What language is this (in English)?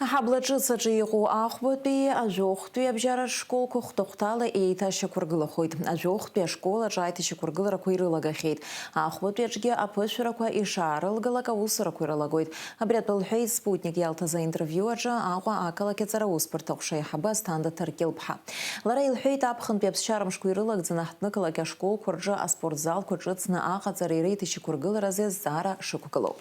Abkhazian